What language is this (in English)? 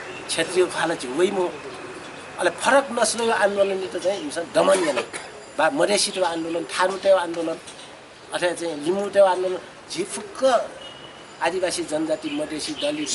Newari